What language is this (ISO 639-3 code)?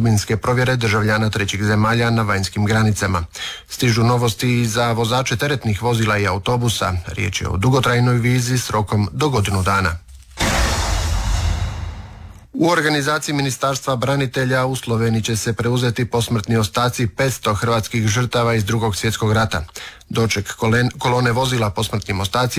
hrv